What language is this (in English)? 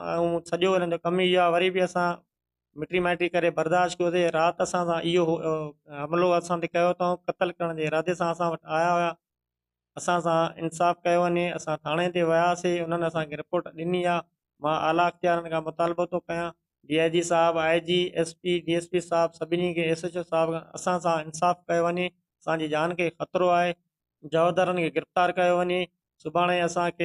Sindhi